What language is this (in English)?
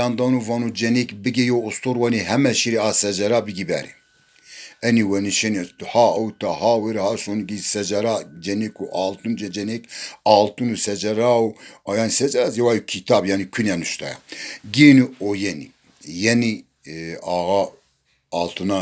Zaza